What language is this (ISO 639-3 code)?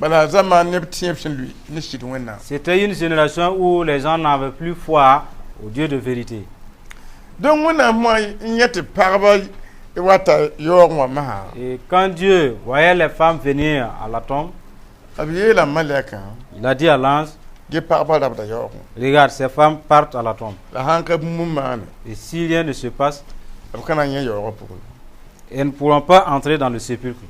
mos